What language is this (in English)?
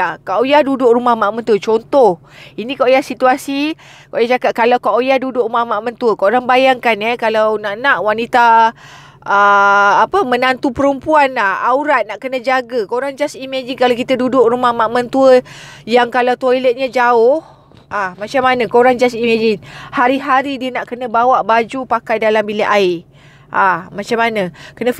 Malay